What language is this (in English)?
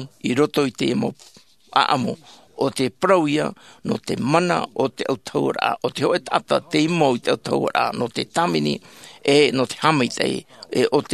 Tahitian